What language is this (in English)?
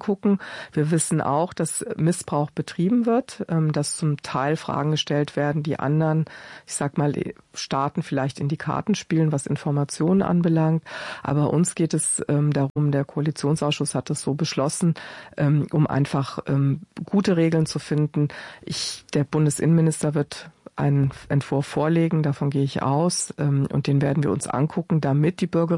German